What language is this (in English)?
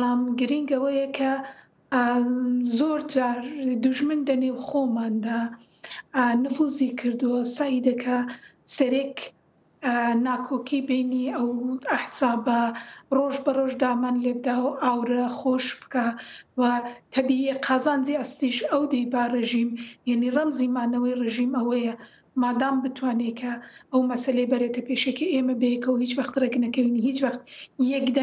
Central Kurdish